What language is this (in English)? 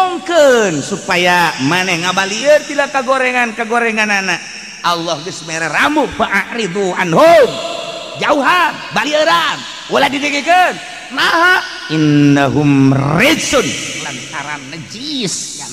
Sundanese